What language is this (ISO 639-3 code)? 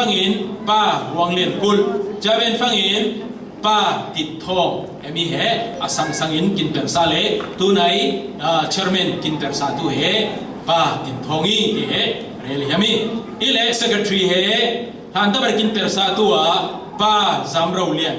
cfm